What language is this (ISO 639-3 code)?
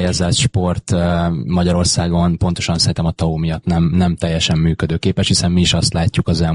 hun